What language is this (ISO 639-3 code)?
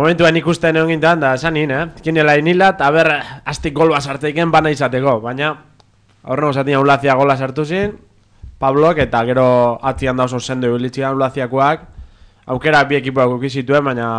eus